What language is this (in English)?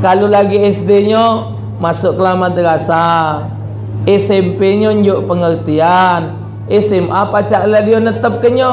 Musi